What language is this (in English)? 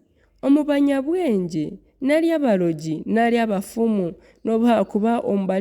Nyankole